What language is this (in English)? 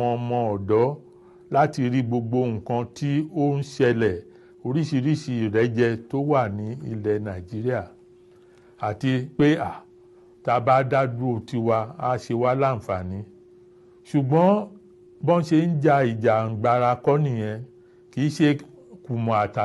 Yoruba